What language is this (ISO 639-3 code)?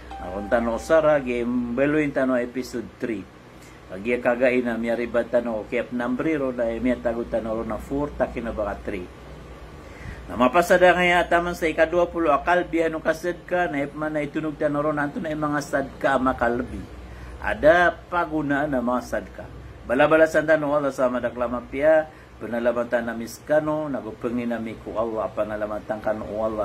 mrw